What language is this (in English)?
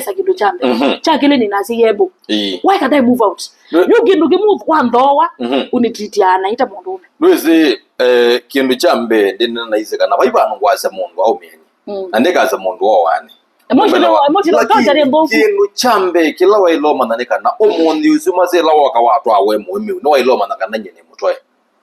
Kamba